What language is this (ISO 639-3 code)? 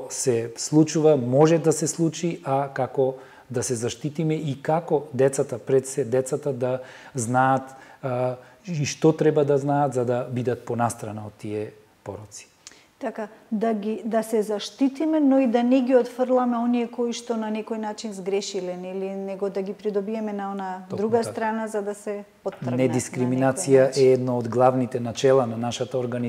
mkd